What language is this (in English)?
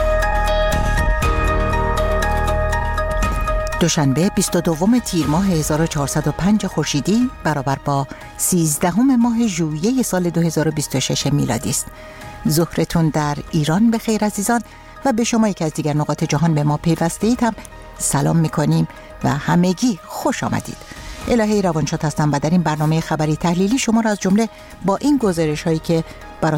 Persian